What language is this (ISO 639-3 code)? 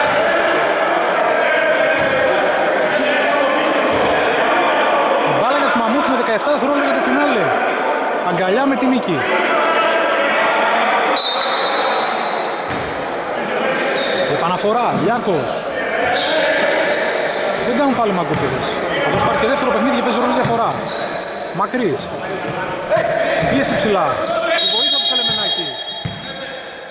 ell